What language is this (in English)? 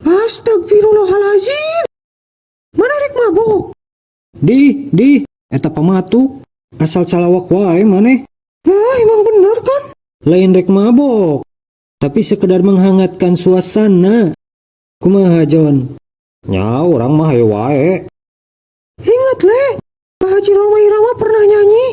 Sundanese